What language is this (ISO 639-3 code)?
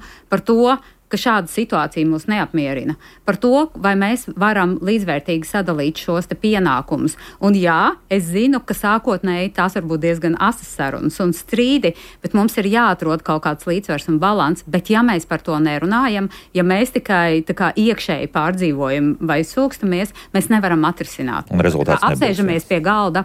lav